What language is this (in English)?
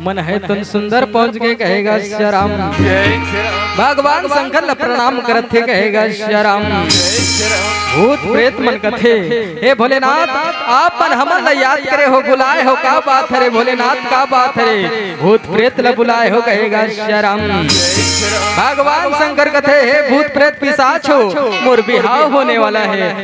Chhattisgarhi